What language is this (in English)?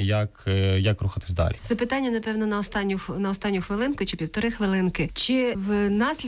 Ukrainian